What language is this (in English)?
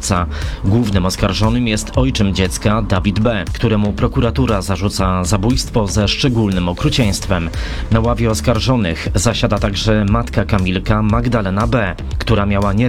Polish